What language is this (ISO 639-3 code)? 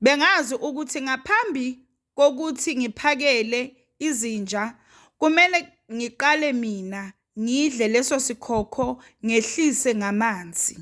zul